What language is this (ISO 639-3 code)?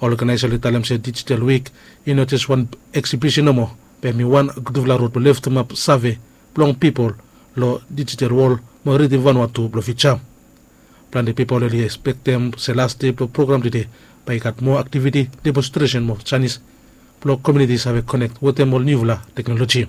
bis